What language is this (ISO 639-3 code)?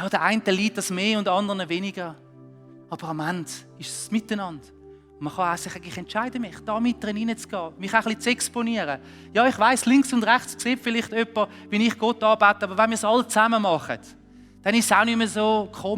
gsw